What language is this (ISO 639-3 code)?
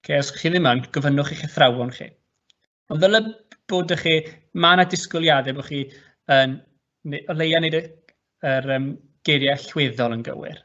cym